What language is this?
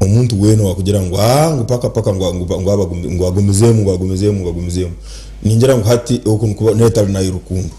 Nyankole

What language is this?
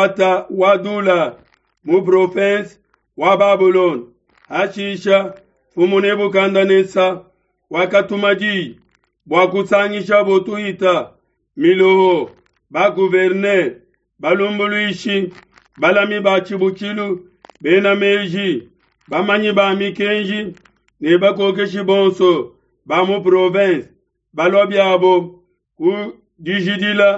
Luba-Lulua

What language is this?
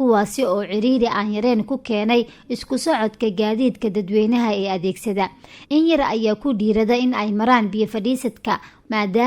Somali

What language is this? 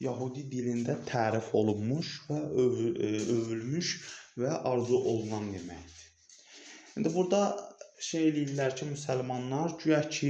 Azerbaijani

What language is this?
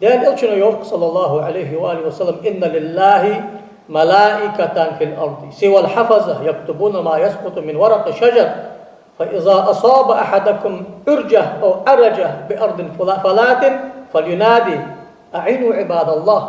Ingush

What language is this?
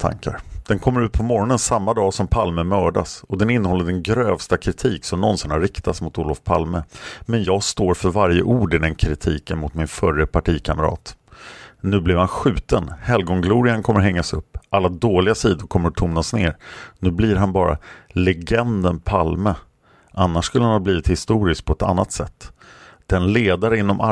Swedish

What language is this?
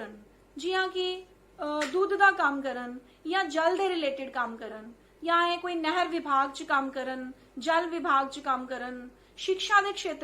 Dogri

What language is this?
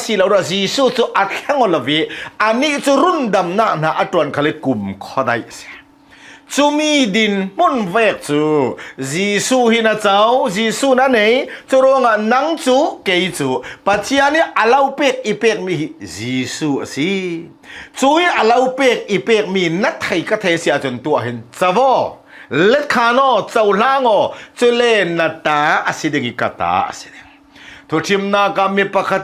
Hakha Chin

